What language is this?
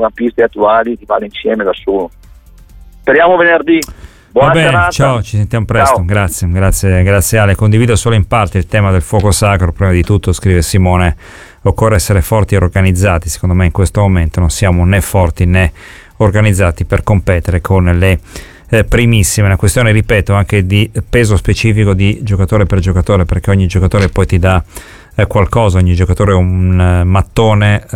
Italian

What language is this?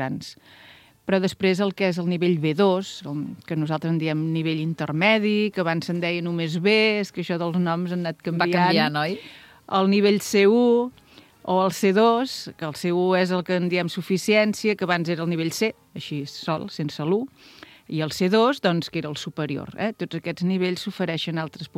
Catalan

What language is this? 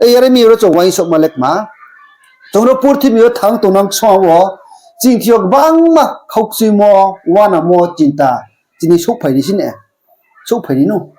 Riang (India)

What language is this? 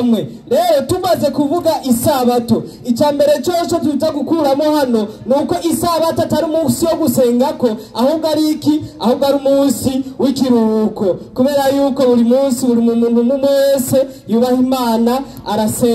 Rundi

